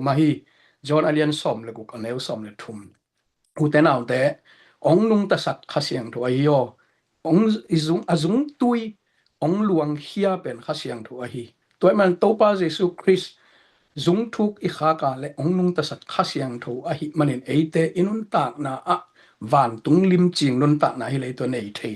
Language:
Tedim Chin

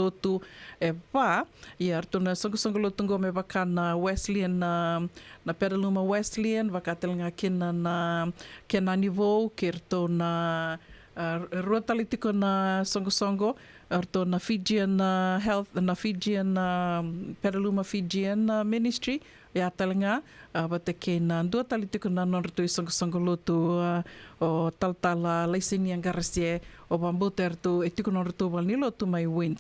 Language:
Fijian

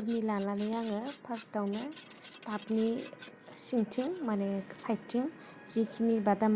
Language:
Bodo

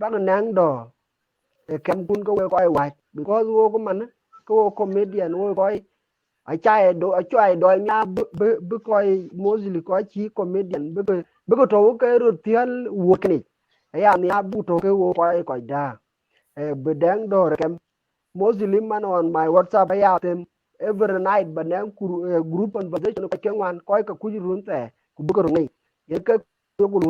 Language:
Dinka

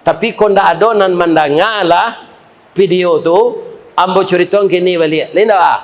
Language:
Minangkabau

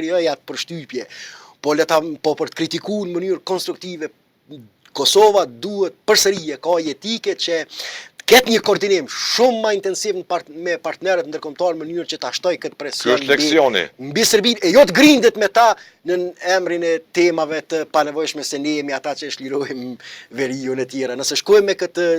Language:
Albanian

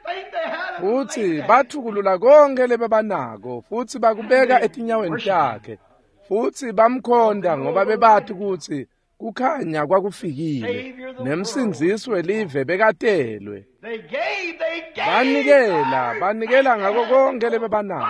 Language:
Swati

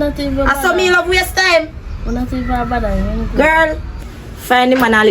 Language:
Jamaican Creole English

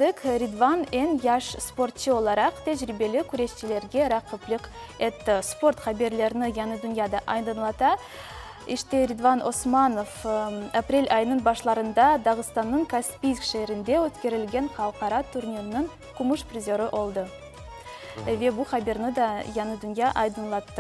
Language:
Crimean Tatar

